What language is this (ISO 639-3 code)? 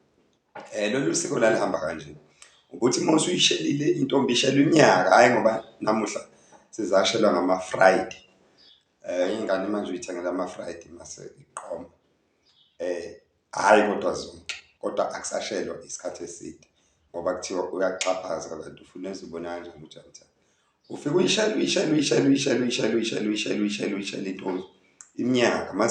zul